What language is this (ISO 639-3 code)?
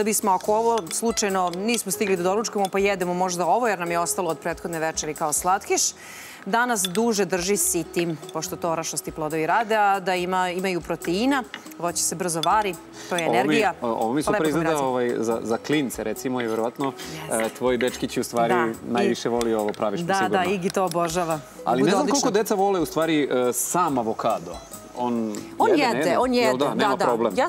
srp